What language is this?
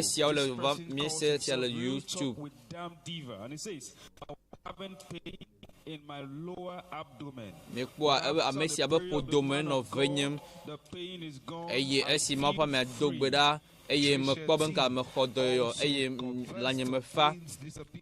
Ewe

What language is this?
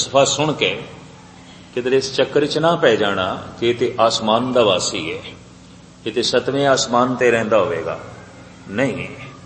Punjabi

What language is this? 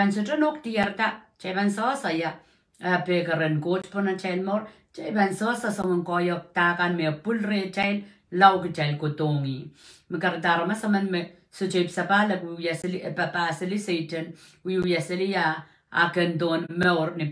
Pohnpeian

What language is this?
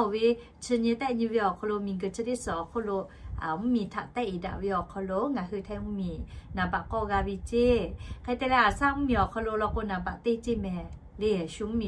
Lahu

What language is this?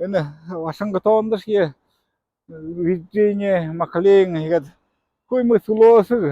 Buriat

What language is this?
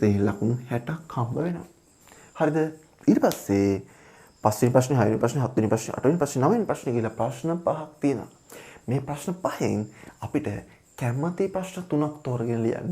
Sinhala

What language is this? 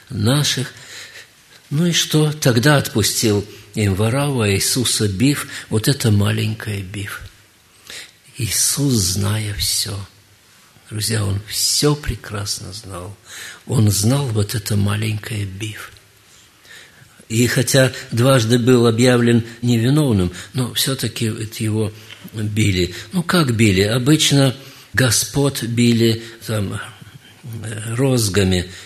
Russian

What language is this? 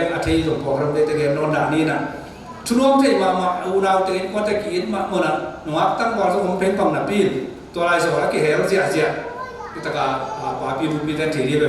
Tedim Chin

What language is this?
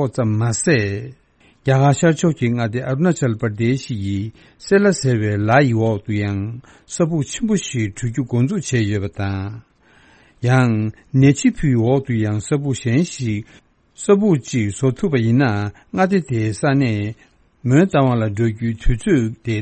Tibetan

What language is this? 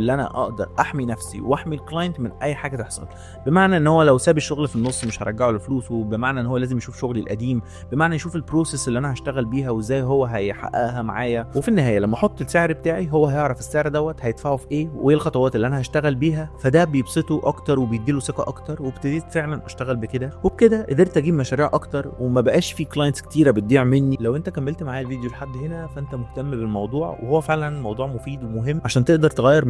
Egyptian Arabic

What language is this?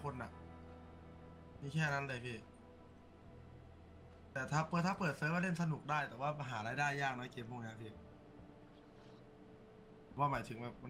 Thai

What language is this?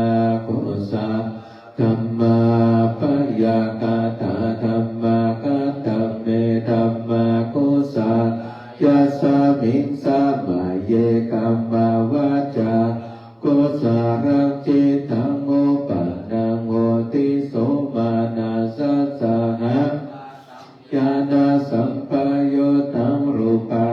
Pali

